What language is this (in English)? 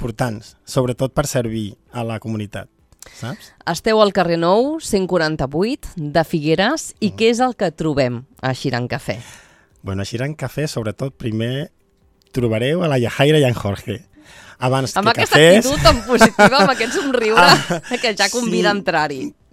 Catalan